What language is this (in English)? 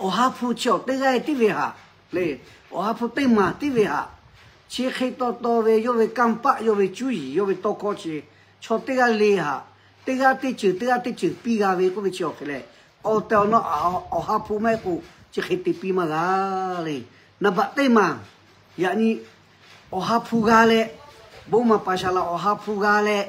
Lahu